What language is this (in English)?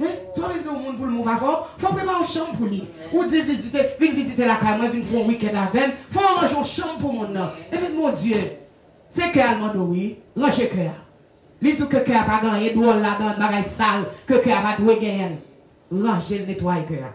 Haitian Creole